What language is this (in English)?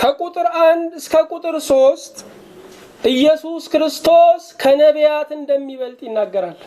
Amharic